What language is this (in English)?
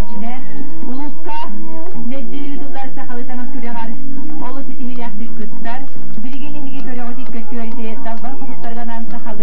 Yakut